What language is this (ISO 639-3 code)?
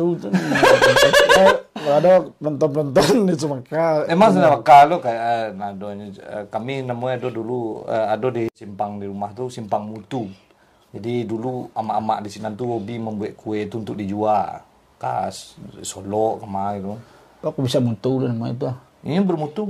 min